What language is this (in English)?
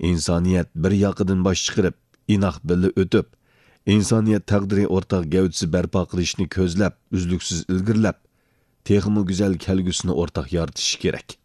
Uyghur